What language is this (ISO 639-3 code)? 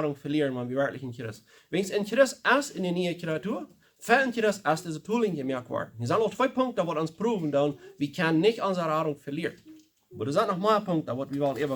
pdt